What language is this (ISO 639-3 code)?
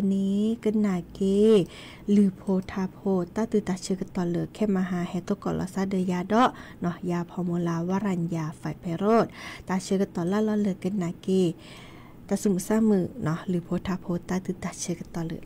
ksw